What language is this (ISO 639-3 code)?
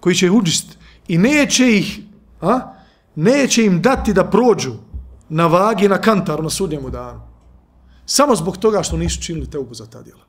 bos